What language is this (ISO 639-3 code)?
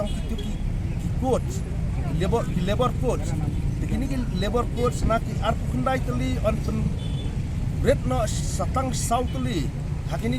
kha